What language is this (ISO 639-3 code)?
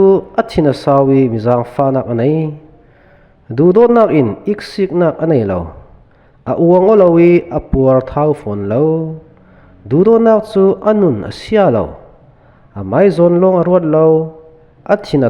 cfm